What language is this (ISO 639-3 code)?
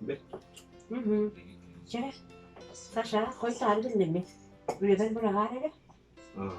sah